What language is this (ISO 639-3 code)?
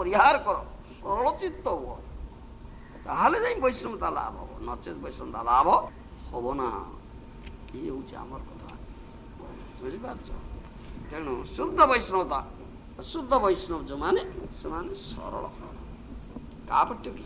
ori